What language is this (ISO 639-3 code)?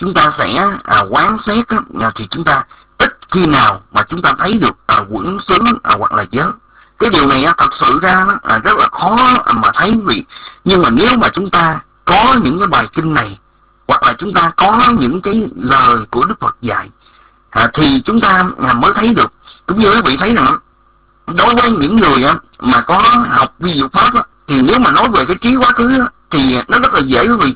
vie